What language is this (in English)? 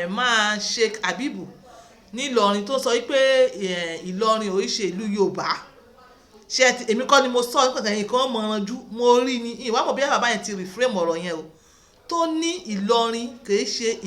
Yoruba